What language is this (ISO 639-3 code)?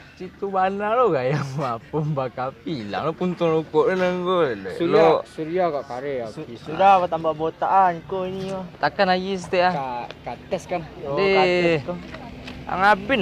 min